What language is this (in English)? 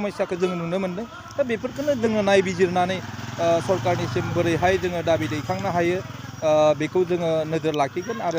Bodo